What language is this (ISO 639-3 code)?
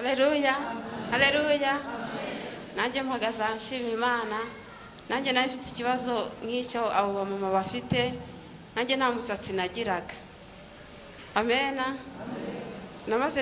kin